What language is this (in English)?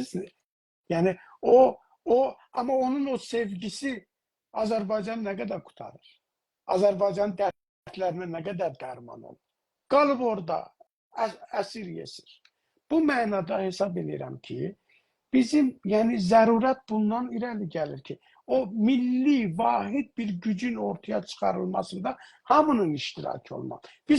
South Azerbaijani